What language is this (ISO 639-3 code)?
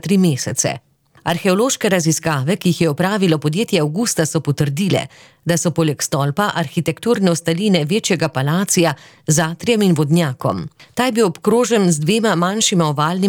slv